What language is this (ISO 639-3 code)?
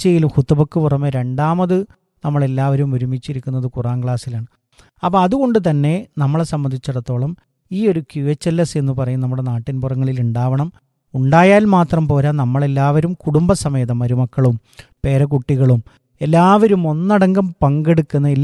mal